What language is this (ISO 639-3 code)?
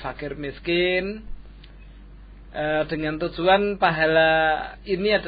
ind